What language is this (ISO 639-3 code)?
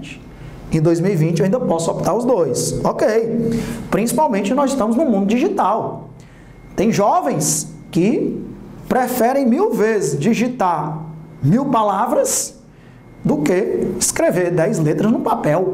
por